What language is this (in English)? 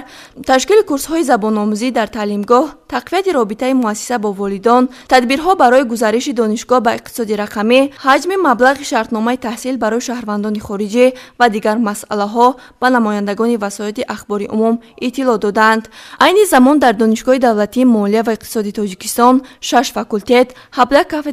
Tajik